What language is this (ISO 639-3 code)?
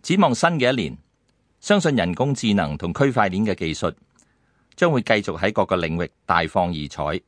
yue